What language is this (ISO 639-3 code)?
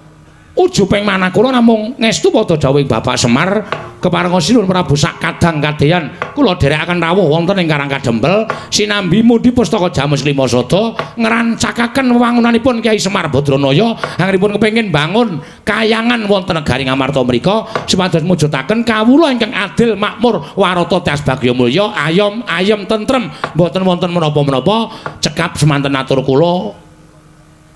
jav